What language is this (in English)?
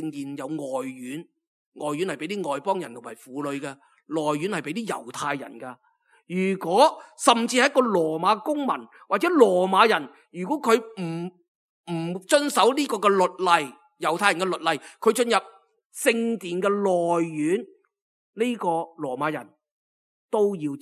Cantonese